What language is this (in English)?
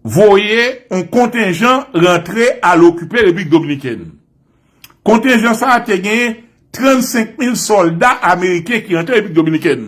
Haitian Creole